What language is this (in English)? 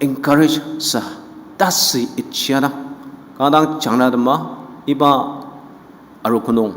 Ao Naga